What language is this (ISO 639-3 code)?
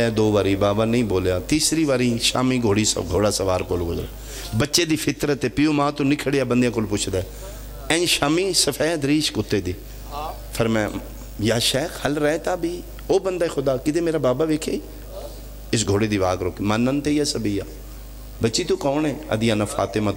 phr